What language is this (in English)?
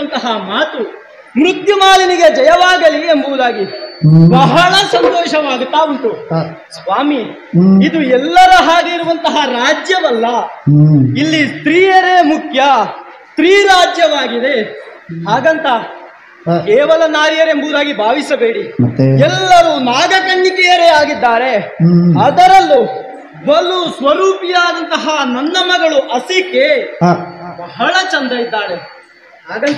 Kannada